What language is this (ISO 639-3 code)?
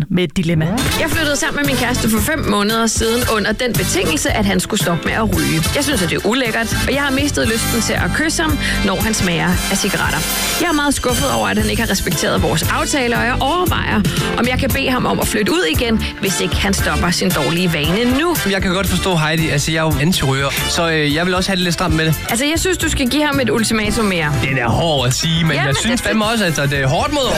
dan